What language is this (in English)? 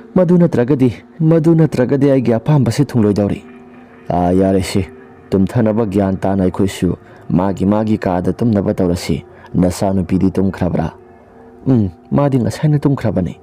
Manipuri